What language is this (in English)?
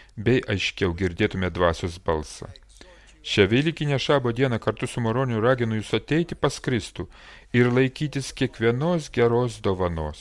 Lithuanian